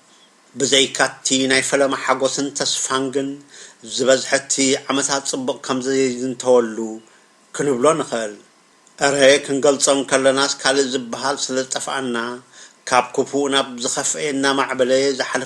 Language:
Tigrinya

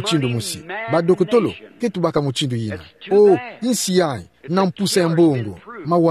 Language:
Kituba (Democratic Republic of Congo)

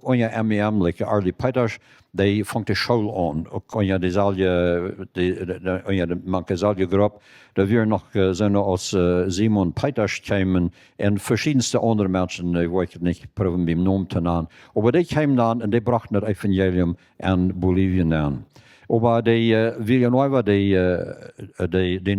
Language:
Plautdietsch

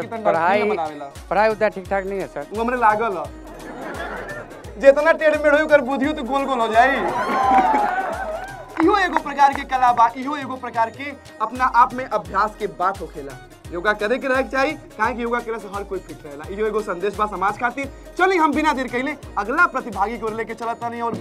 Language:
Bhojpuri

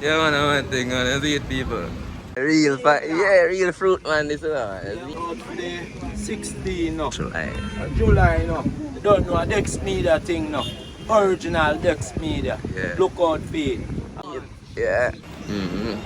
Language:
Jamaican Creole English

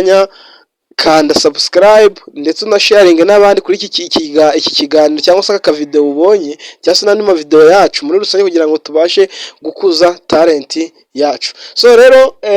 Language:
Kinyarwanda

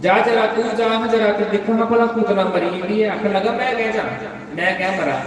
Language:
Dogri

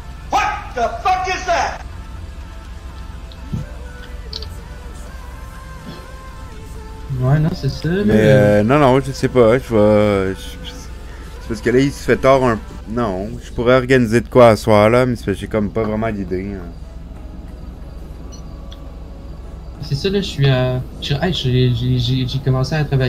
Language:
French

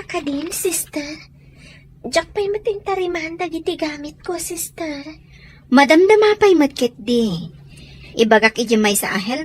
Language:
Iloko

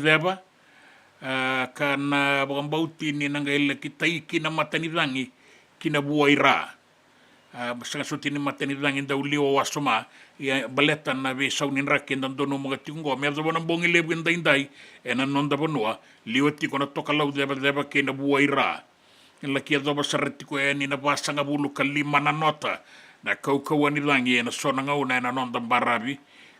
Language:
Fijian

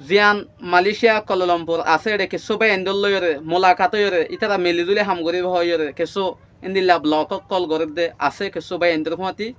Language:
Rohingya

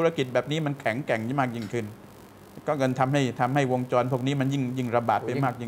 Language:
Thai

